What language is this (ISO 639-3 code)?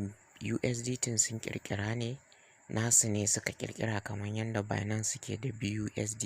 hau